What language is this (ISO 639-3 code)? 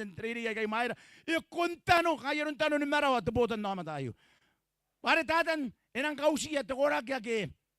gil